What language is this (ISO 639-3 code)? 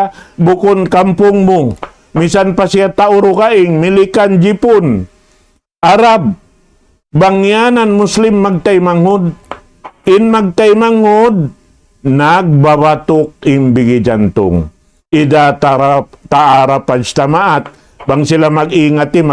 tsg